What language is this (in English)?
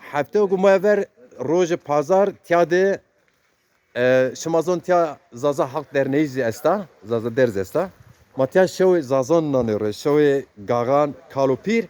Zaza